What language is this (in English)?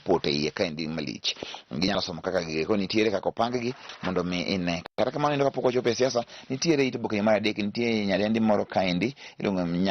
Luo (Kenya and Tanzania)